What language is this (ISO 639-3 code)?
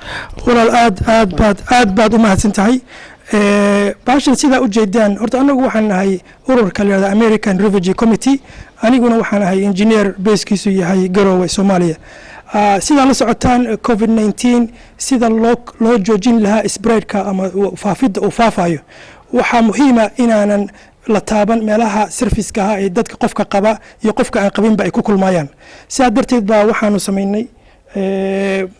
som